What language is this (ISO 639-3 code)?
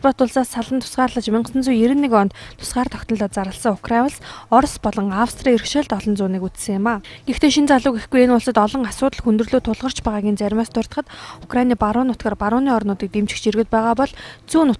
mon